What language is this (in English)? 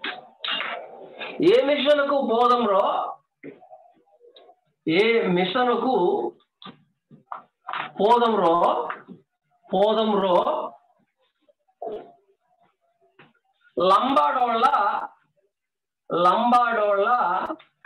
Telugu